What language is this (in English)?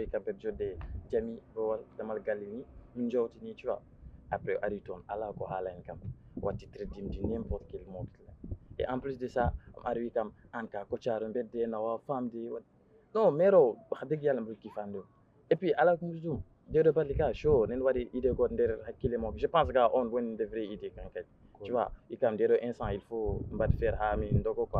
Fula